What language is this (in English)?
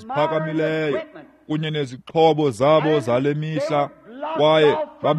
Xhosa